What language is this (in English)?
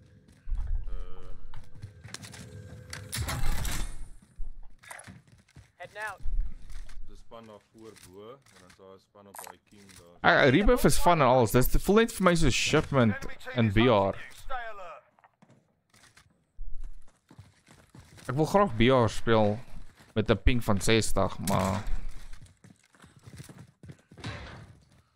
Afrikaans